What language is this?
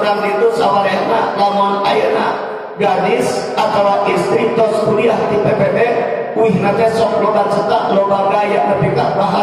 Sundanese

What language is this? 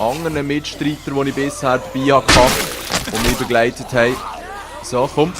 Swiss German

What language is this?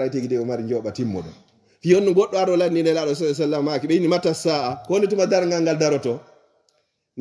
Fula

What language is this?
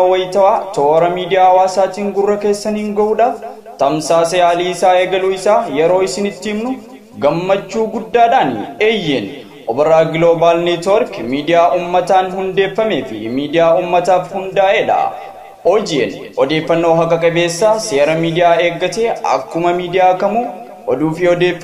Oromo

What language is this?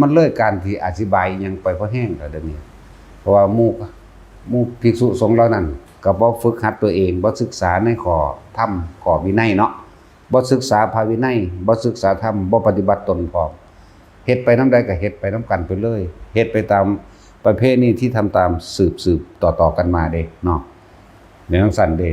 Northeastern Thai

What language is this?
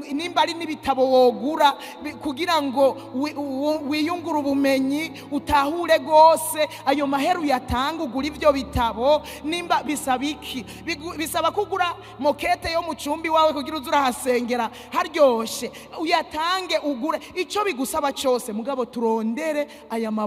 Rundi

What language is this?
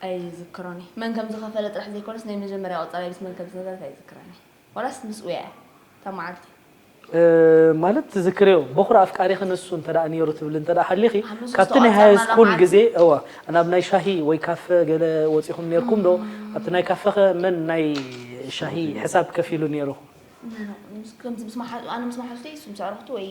Tigrinya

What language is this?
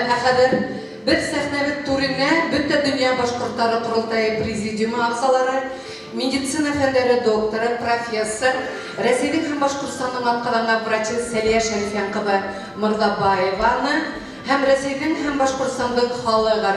Bashkir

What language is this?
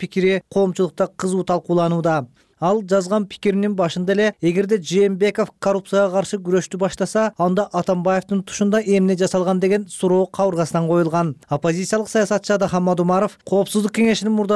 Kyrgyz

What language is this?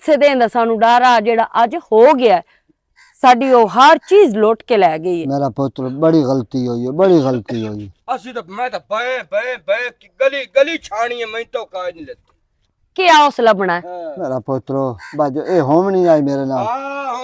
Western Panjabi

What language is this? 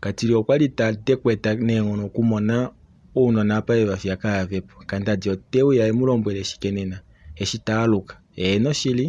Kuanyama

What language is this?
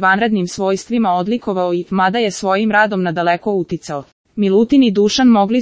Serbian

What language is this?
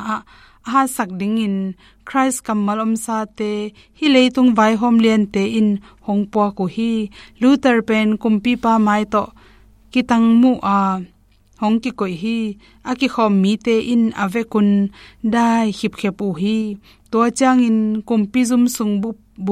Tedim Chin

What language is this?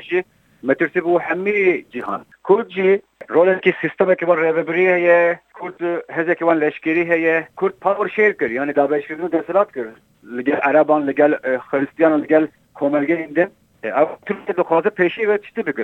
Kurdish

